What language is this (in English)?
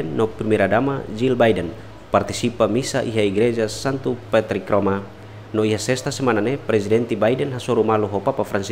Tetum